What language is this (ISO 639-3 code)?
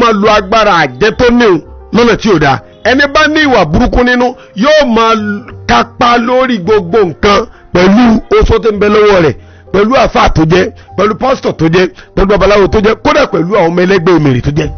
yor